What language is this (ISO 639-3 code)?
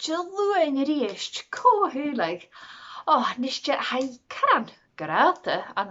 gla